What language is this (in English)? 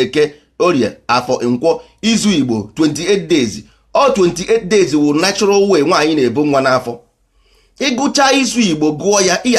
Igbo